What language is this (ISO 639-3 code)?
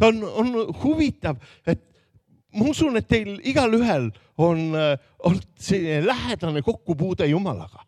est